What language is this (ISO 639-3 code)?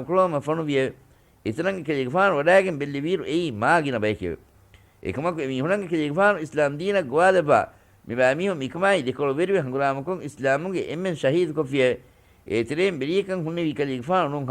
div